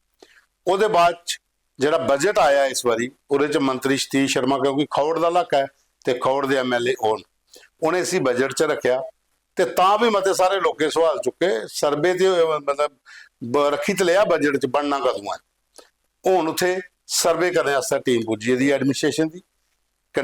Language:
Dogri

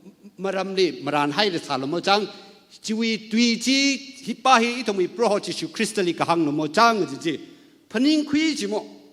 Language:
Tangkhul Naga (India)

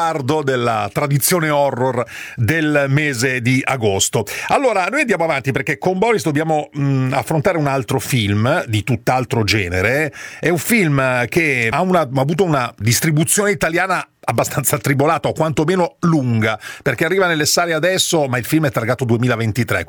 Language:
Italian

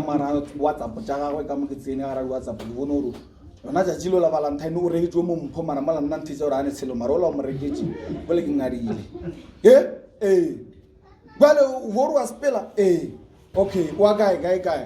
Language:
Northern Sotho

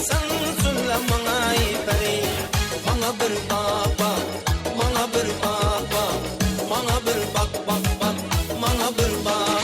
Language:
Kara-Kalpak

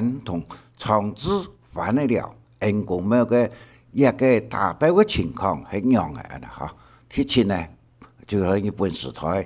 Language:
Hakka Chinese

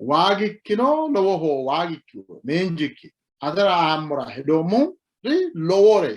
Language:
Sidamo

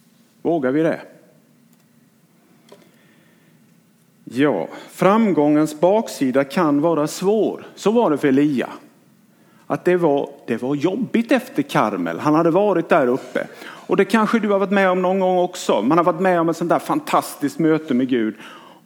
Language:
Swedish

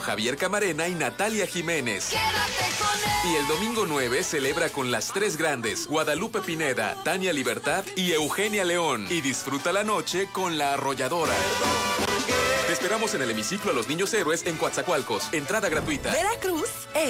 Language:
Spanish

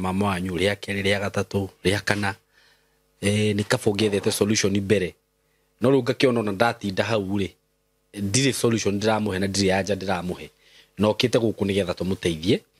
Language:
Kikuyu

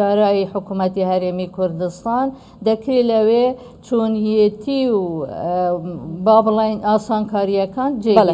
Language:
Central Kurdish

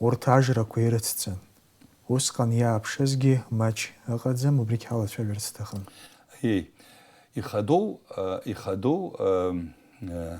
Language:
Abkhazian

